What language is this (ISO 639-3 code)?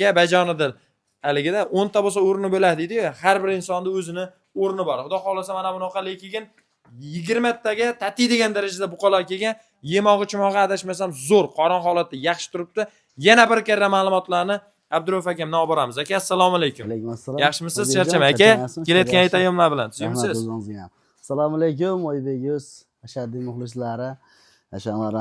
uzb